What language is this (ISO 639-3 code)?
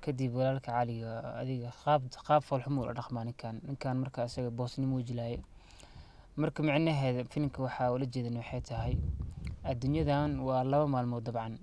som